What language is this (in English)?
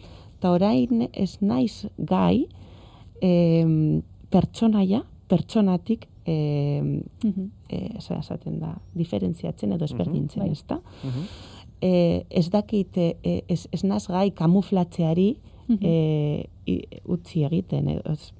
Basque